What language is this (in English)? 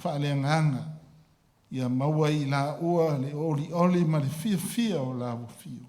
Samoan